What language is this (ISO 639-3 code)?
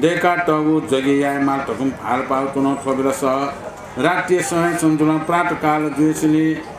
new